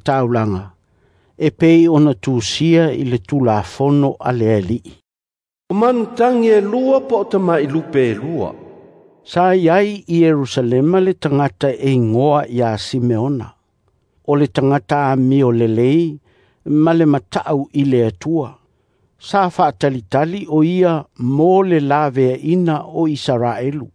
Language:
Samoan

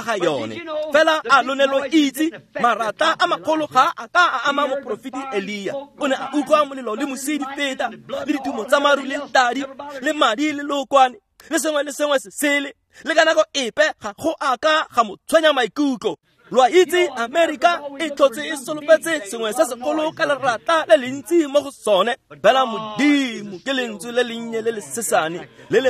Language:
Tswana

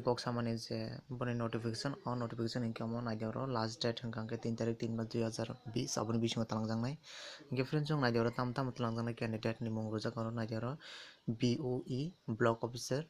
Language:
Kok Borok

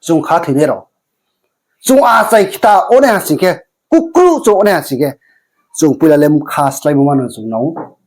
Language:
Riang (India)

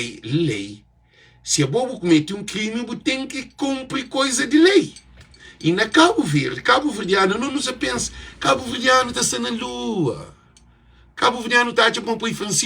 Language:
Kabuverdianu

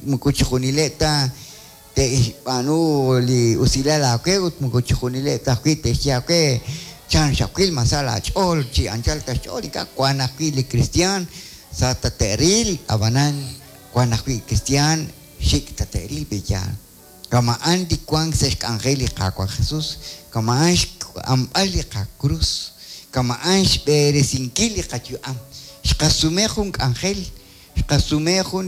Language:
Kekchí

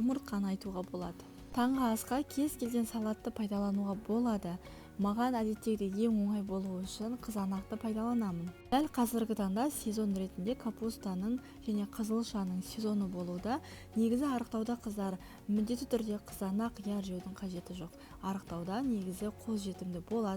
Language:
Kazakh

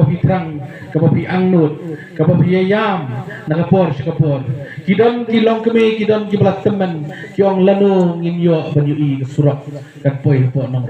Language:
Khasi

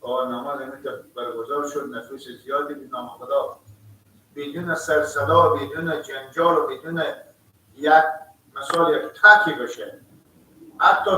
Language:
Persian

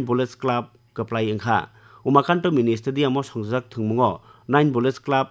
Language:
Kok Borok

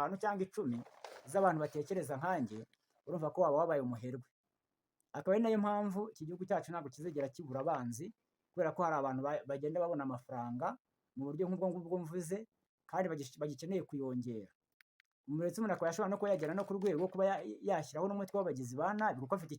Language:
Kinyarwanda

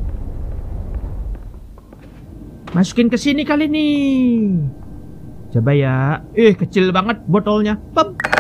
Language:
Indonesian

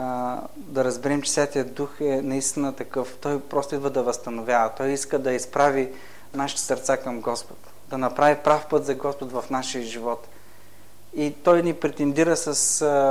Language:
Bulgarian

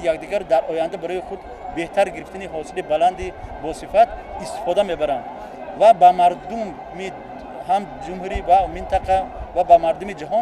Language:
Tajik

